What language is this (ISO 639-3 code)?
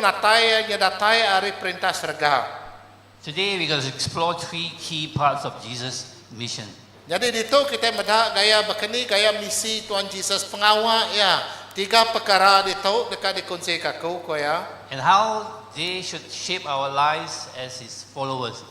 iba